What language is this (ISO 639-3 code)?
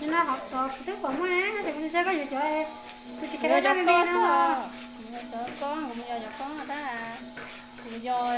hmn